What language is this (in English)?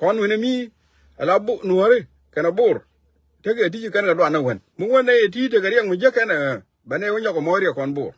Nuer